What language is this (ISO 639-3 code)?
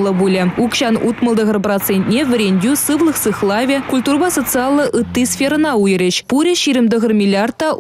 chv